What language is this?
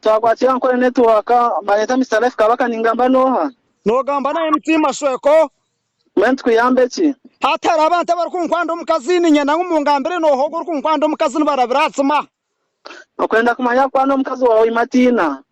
Nyankole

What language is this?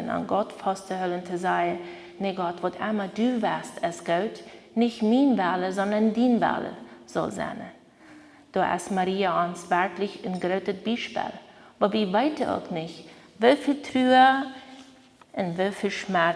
Plautdietsch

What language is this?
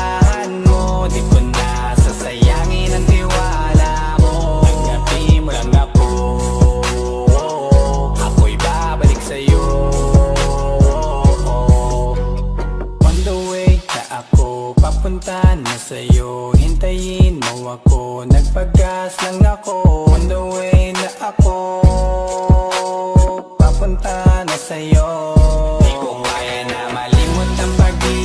Filipino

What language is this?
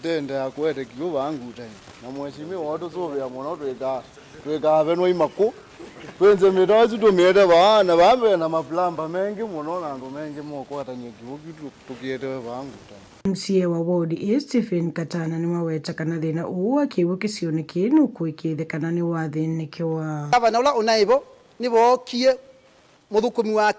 Kamba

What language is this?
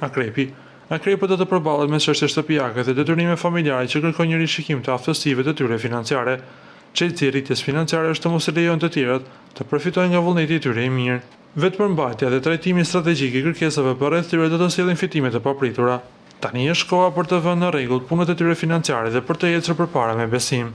Albanian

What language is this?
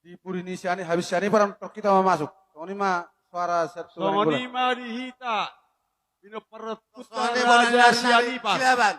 Batak Toba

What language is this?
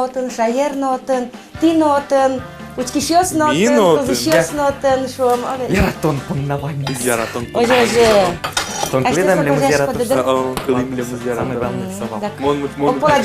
Udmurt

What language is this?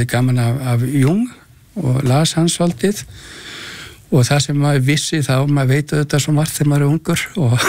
Icelandic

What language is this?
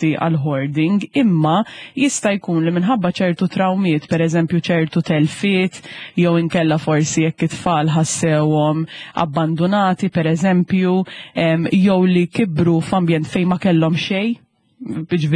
Maltese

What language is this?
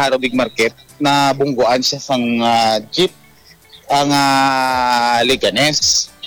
Hiligaynon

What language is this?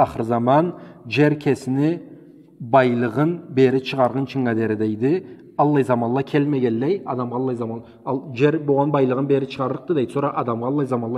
Karachay-Balkar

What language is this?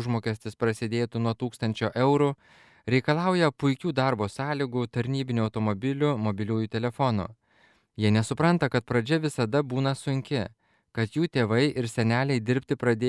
Lithuanian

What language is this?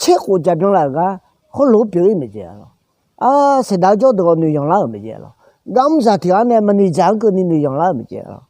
Akha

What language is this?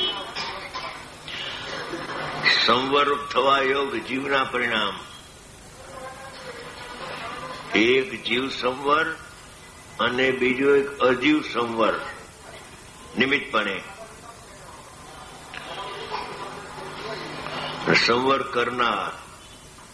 Gujarati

